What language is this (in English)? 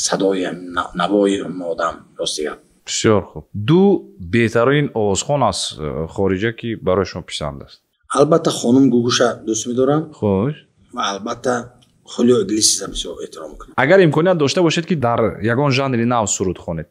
Tajik